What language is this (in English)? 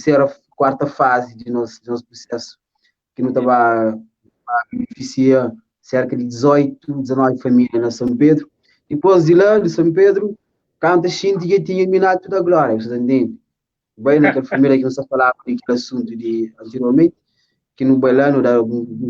Kabuverdianu